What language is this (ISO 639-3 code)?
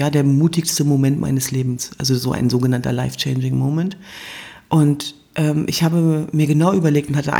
deu